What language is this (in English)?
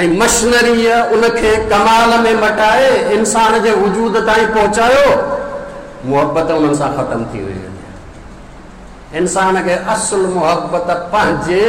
Sindhi